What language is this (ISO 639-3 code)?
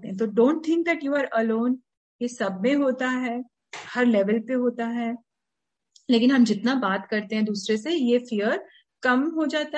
hin